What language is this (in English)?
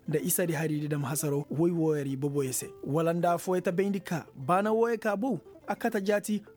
Koyraboro Senni